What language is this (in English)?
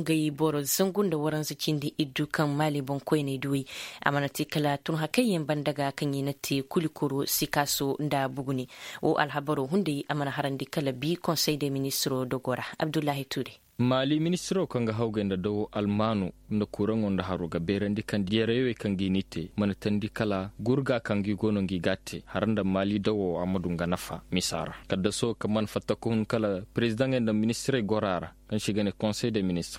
Koyraboro Senni